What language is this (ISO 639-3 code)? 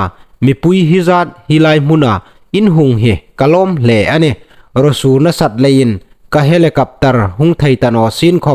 hmr